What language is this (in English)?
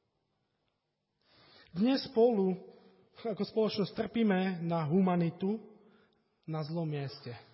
Slovak